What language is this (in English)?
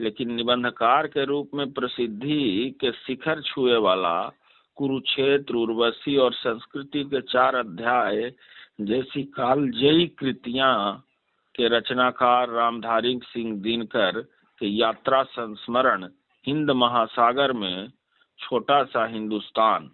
Magahi